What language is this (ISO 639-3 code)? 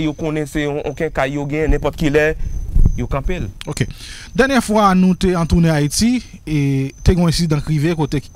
hat